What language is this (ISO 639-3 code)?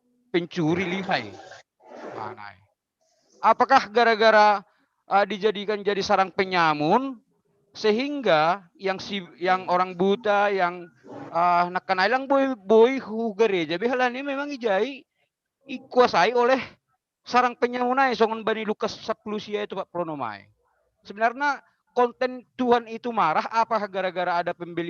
bts